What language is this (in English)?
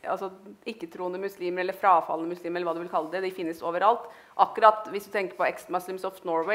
Norwegian